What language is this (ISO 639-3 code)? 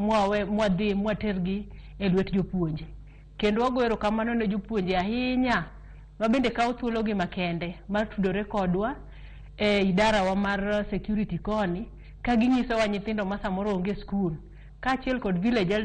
luo